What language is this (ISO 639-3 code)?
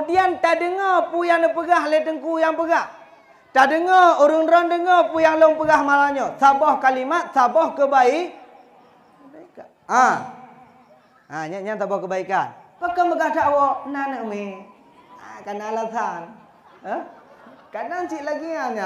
ace